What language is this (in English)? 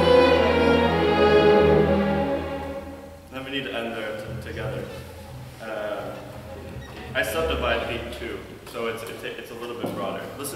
English